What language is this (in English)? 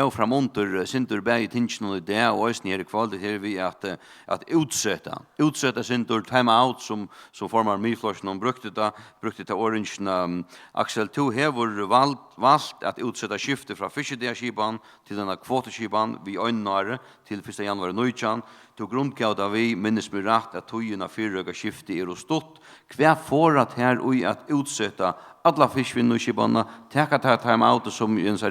Faroese